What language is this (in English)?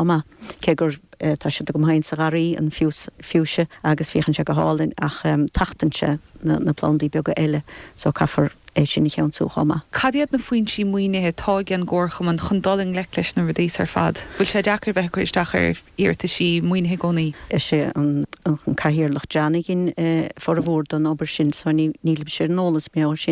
Irish